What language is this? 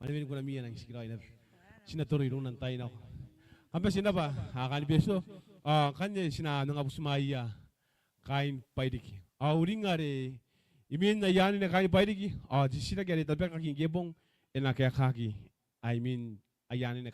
Gilbertese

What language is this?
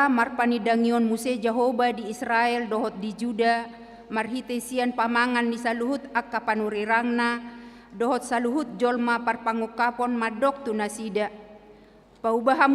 Batak Toba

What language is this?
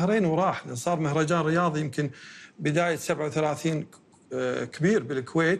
Gulf Arabic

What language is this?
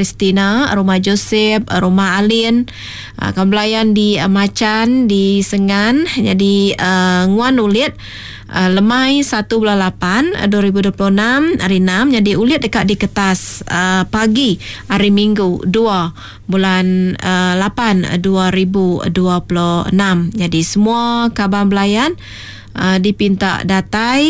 Iban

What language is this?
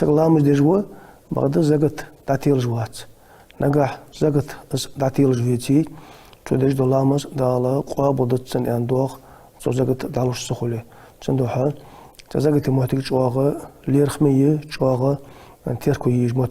Ingush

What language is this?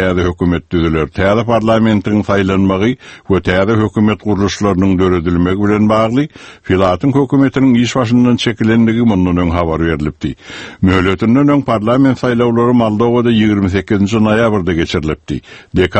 Turkmen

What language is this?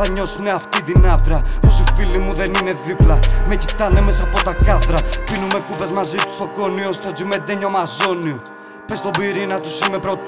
Greek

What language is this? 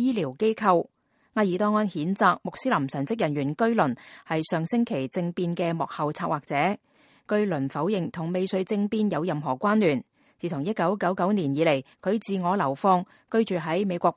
Cantonese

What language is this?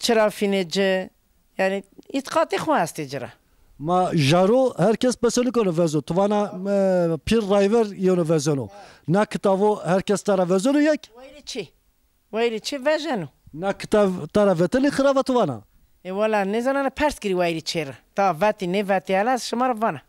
Zaza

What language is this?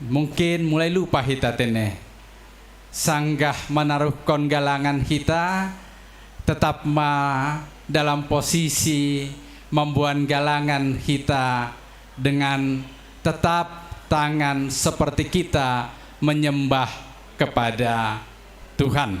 Batak Simalungun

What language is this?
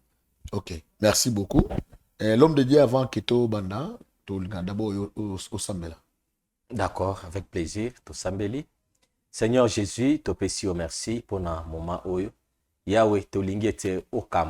Lingala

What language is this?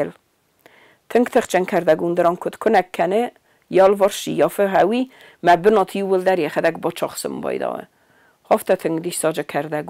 Ossetic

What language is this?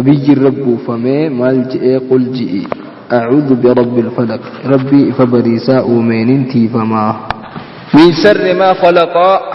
Oromo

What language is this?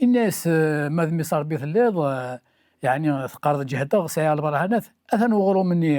Kabyle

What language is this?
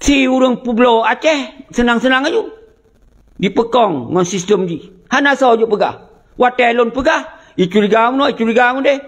Achinese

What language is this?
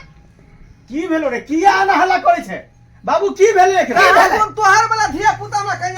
Maithili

